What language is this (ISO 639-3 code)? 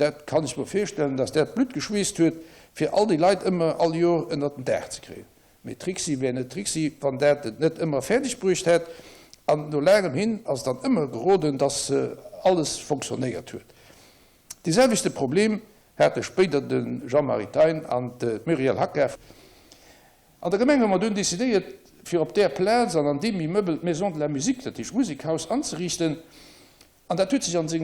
ltz